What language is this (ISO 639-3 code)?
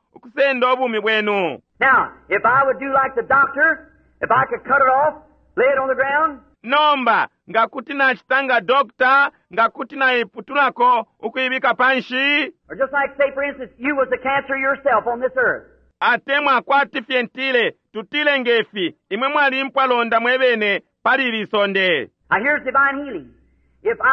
bem